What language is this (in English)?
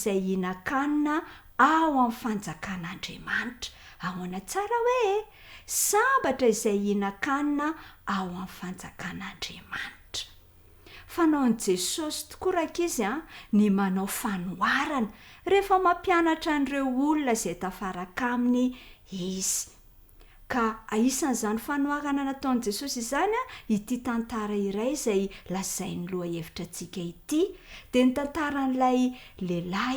Malagasy